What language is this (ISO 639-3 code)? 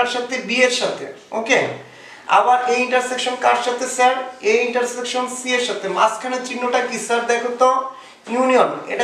ben